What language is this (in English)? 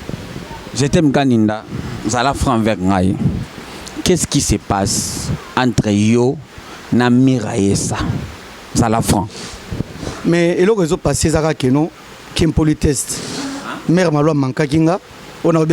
Lingala